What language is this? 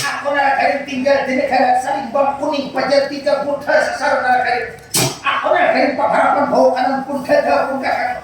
Banjar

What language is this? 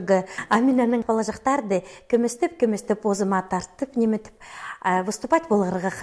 Khakas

